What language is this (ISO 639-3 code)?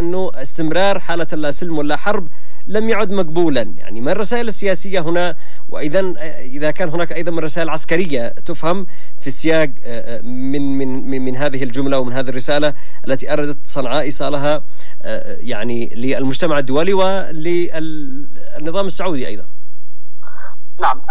ara